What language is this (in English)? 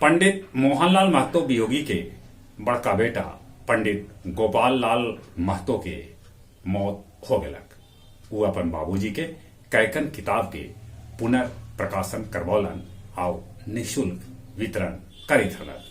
Magahi